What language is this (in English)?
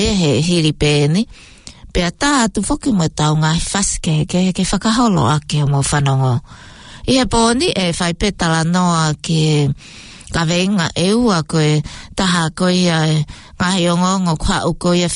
Tongan